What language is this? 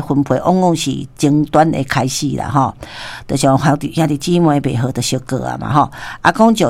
Min Nan Chinese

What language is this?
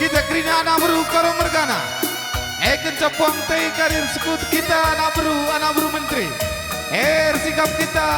Batak Karo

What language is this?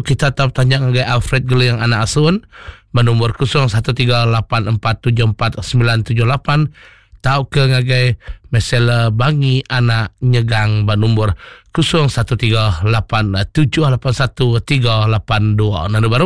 Iban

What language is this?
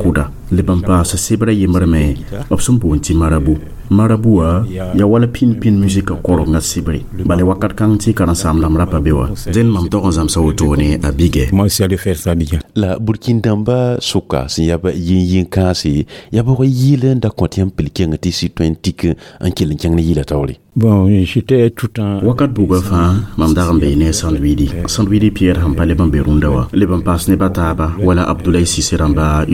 Mossi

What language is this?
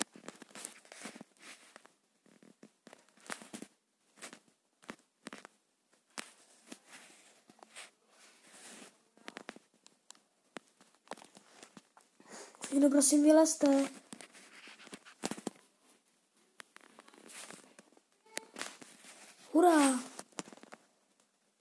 Czech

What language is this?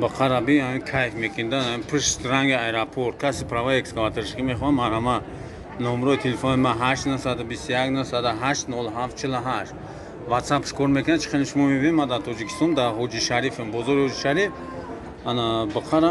Tajik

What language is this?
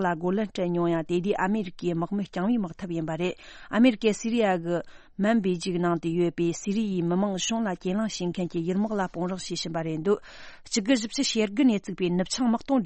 Tibetan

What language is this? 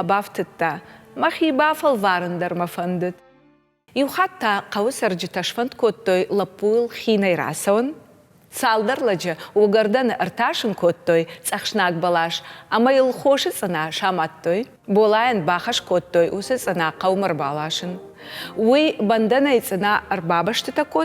Ossetic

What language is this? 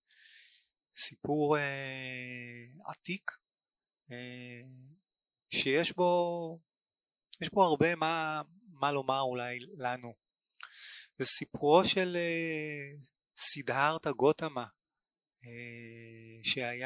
Hebrew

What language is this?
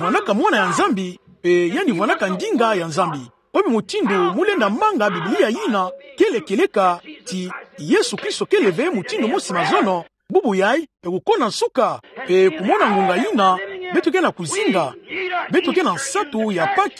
Kituba (Democratic Republic of Congo)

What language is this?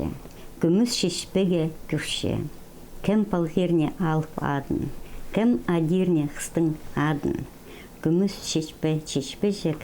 Khakas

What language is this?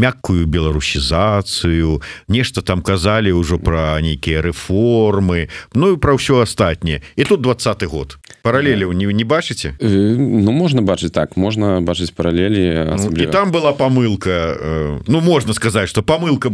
Belarusian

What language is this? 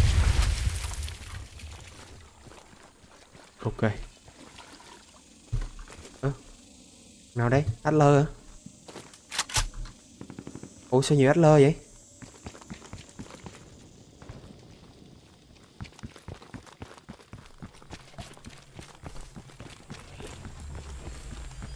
Vietnamese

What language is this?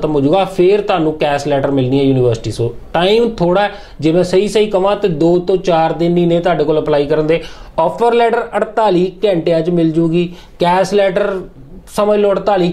Punjabi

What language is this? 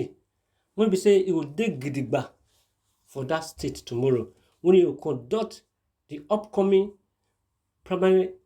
Nigerian Pidgin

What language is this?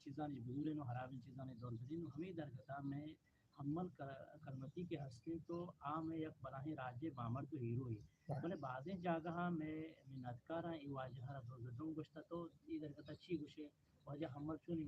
Eastern Balochi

